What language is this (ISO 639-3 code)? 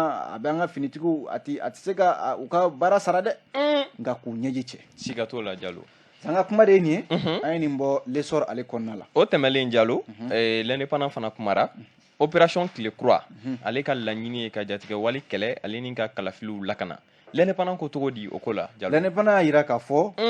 bam